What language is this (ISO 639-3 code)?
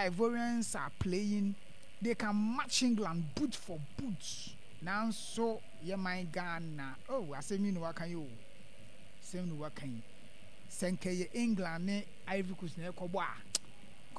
aka